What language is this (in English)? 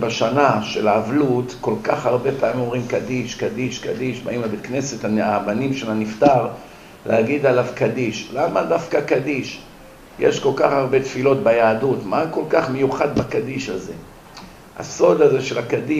Hebrew